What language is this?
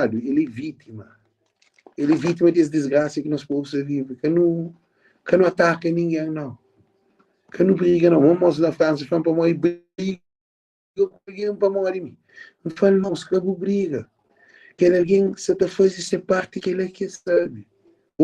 Kabuverdianu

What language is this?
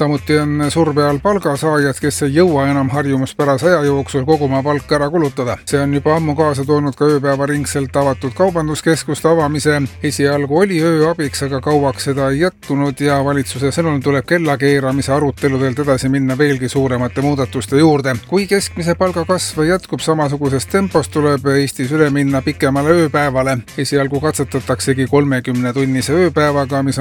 Estonian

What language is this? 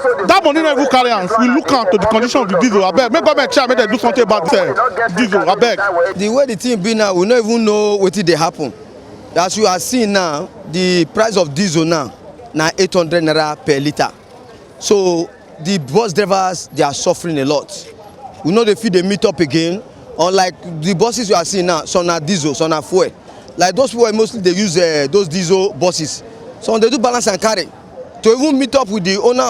Nigerian Pidgin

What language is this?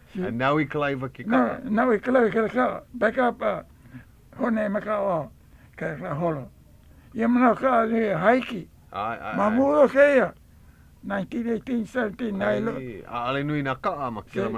Hawaiian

